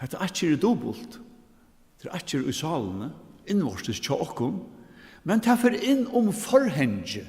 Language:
Faroese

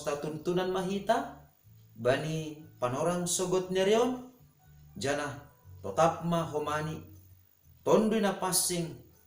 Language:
Batak Simalungun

